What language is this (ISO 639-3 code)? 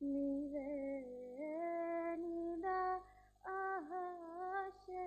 div